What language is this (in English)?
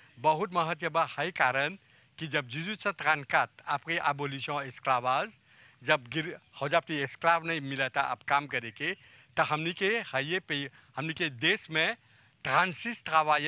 Bhojpuri